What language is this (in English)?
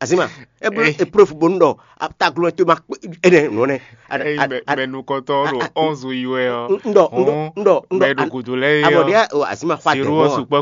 Fon